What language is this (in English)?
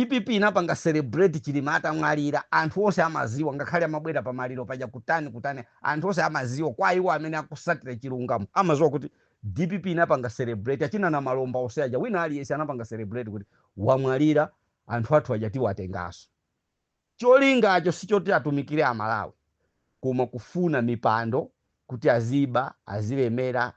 Nyanja